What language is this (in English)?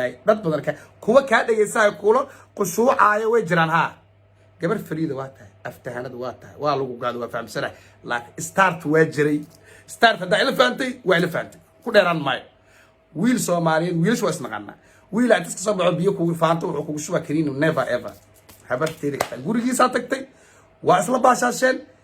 Somali